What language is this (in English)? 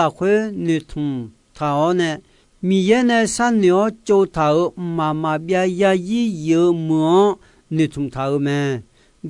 Akha